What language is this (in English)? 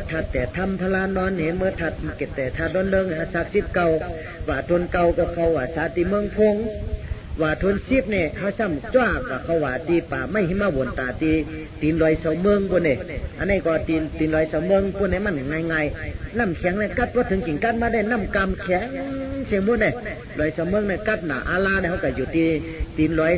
Shan